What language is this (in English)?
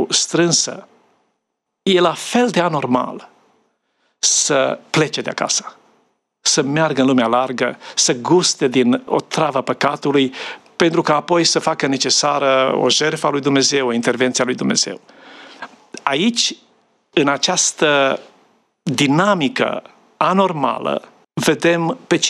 Romanian